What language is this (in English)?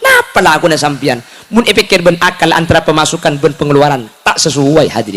Madurese